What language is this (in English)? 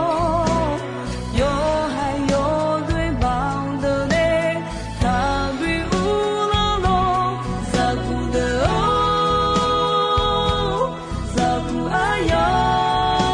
Akha